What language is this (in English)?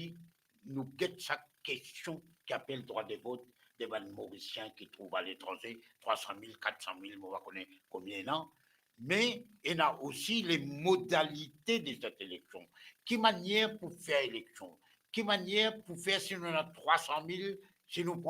Morisyen